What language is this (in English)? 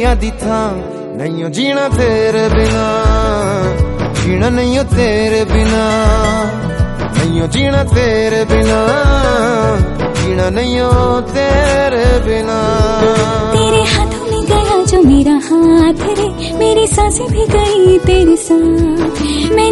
Hindi